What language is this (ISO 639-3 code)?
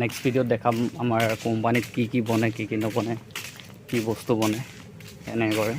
asm